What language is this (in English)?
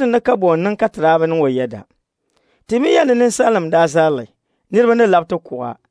Dagbani